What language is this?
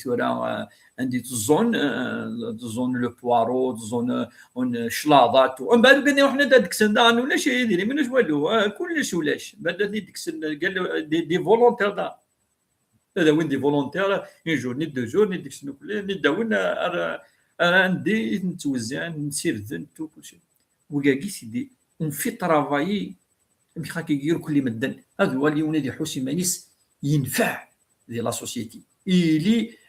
Kabyle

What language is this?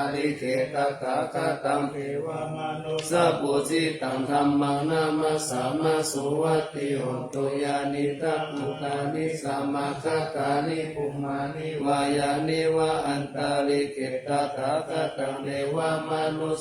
Pali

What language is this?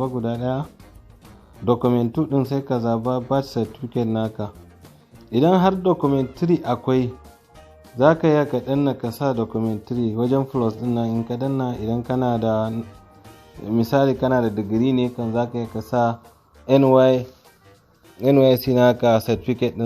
Hausa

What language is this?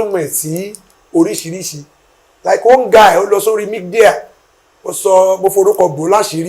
Yoruba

